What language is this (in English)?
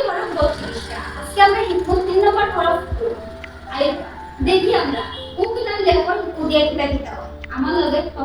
Sylheti